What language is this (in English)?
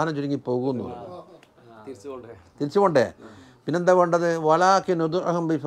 Malayalam